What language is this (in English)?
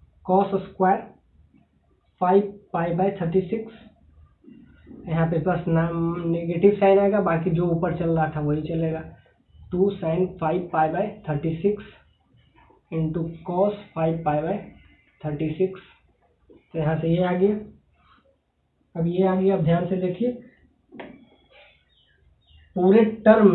Hindi